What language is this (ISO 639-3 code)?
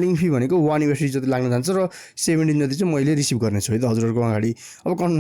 nep